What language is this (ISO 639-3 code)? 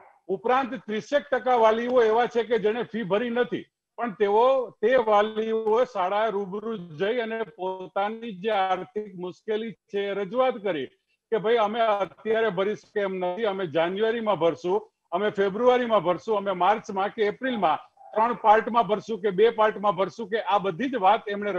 guj